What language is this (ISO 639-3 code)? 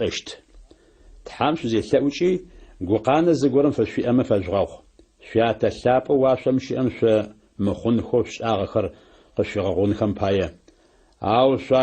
ady